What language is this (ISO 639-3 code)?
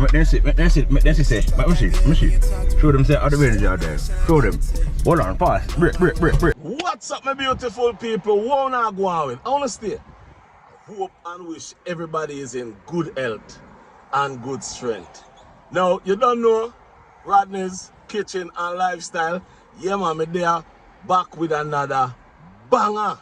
jam